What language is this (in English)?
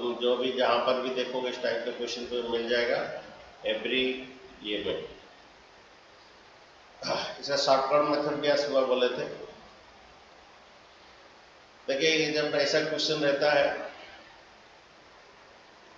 Hindi